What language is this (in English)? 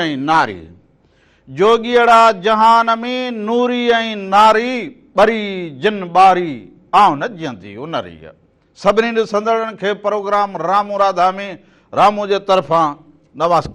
Sindhi